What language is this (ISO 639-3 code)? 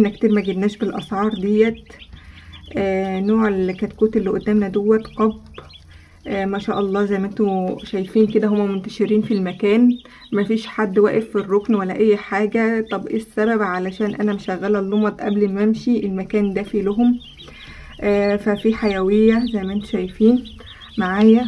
arz